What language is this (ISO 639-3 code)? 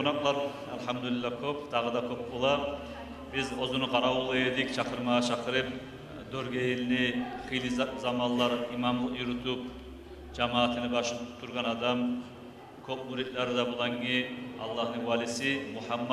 kum